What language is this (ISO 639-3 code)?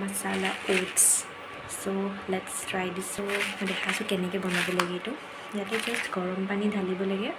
asm